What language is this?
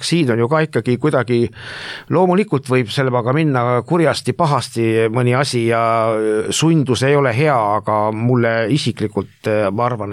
Estonian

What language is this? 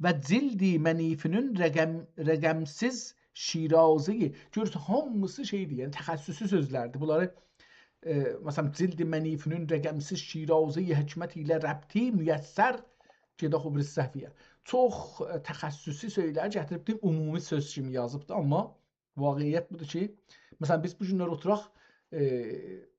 South Azerbaijani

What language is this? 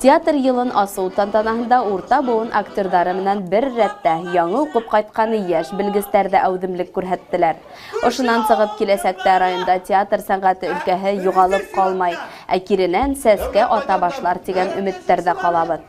Bashkir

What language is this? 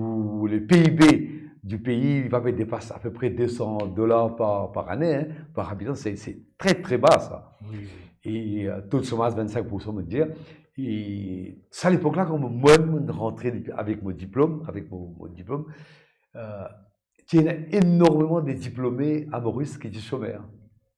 Morisyen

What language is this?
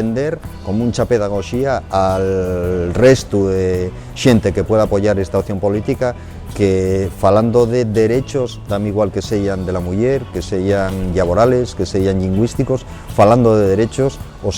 Asturian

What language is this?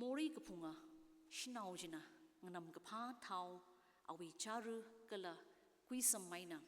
Tangkhul Naga (India)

